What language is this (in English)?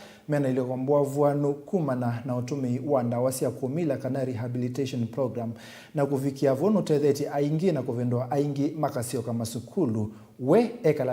Kamba